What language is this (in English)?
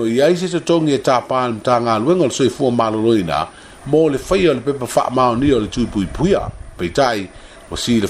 Samoan